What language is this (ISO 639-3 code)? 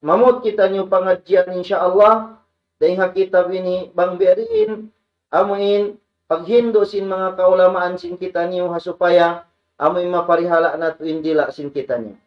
tsg